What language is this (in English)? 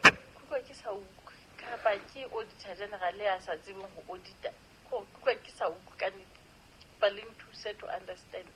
Southern Sotho